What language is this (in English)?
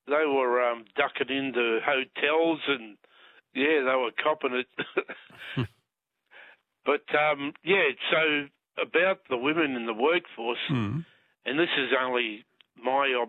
English